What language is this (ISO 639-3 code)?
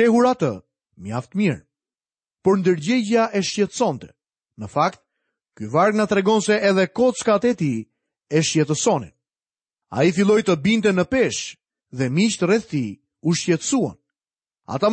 sqi